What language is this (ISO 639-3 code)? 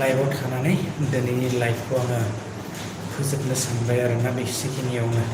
brx